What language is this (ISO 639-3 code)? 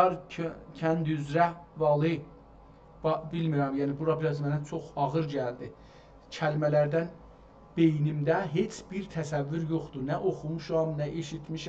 azb